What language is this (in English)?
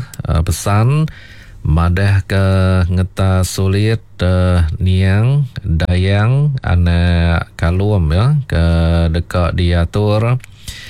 Iban